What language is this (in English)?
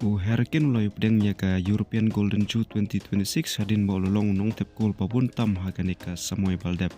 Khasi